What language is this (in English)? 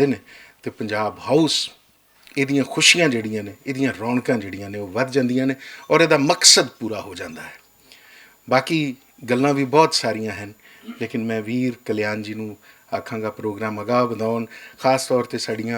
Western Panjabi